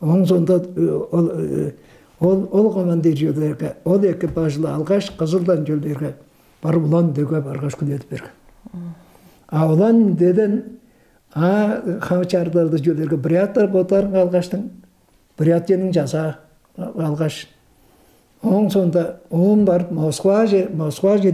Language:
Tuvinian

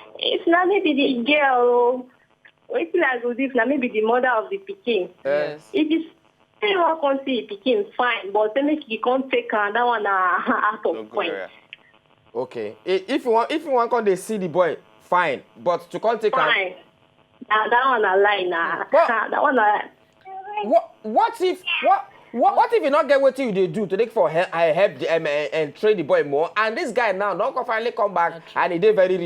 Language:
Nigerian Pidgin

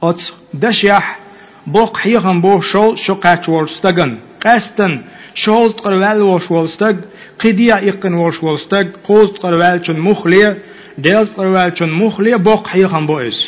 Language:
Chechen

